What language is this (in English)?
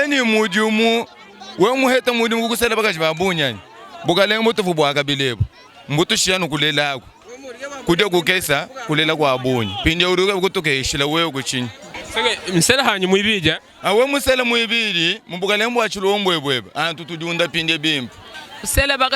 Luba-Lulua